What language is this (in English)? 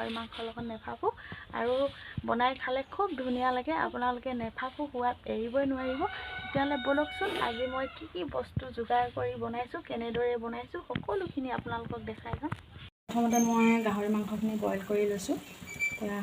Assamese